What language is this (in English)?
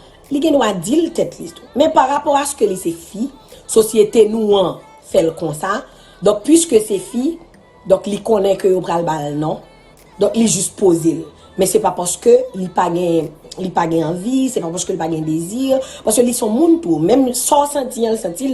Haitian Creole